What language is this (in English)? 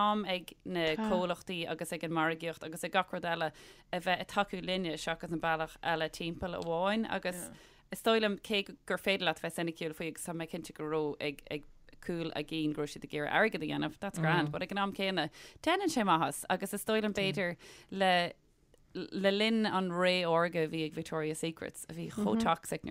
Irish